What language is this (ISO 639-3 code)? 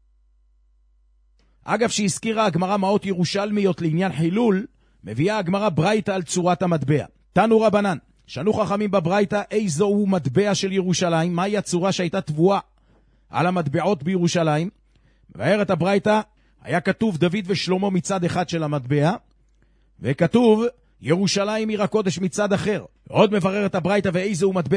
heb